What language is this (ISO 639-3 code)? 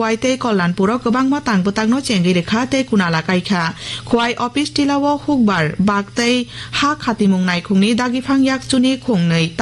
trp